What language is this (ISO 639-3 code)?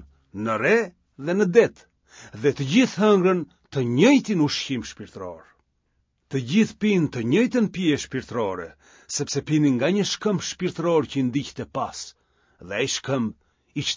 sqi